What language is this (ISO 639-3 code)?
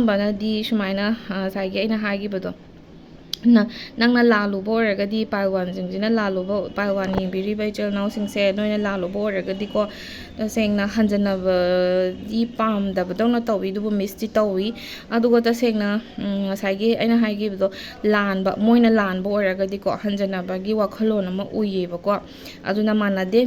mni